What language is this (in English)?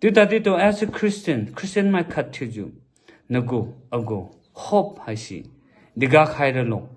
Liangmai Naga